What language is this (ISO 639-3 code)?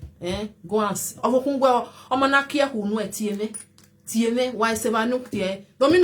pcm